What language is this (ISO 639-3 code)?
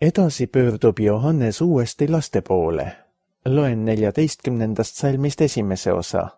est